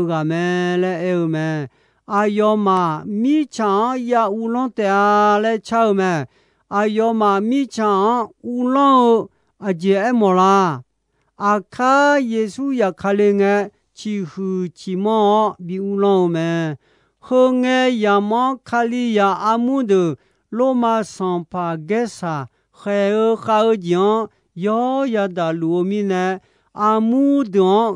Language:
Akha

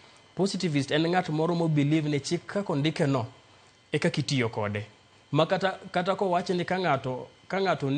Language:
Luo (Kenya and Tanzania)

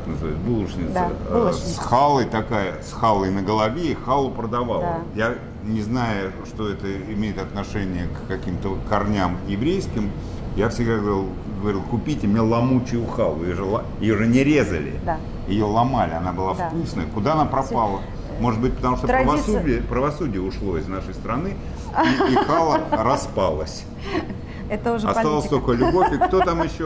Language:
Russian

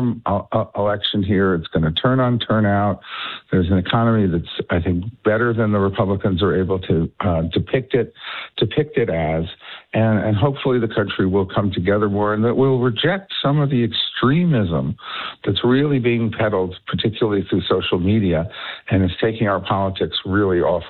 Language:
English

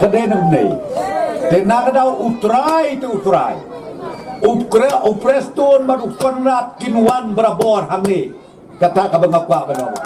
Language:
Khasi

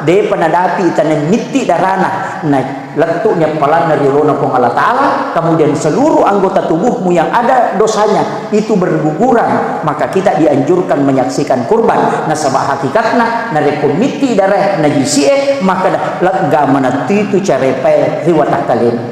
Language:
Buginese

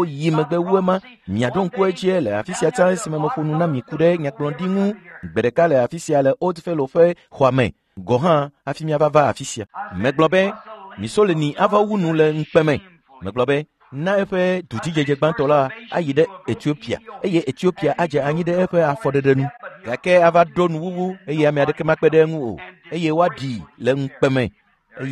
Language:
Ewe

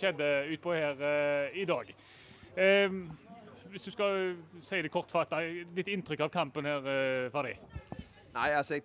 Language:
Norwegian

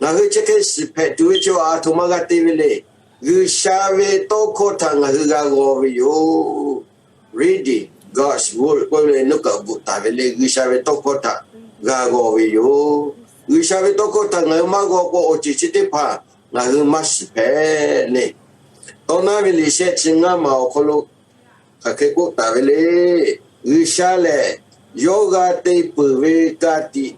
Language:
Lahu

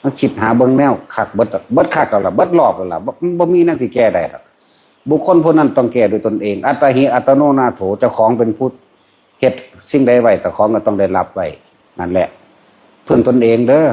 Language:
Northeastern Thai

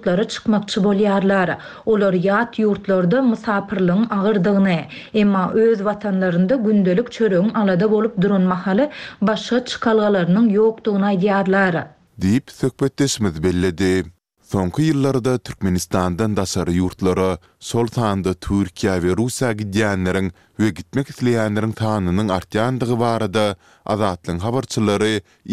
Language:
Turkmen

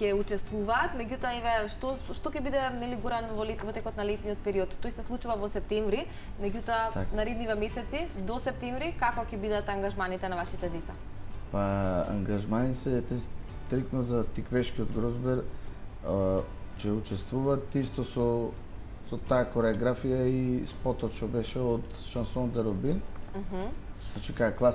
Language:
Macedonian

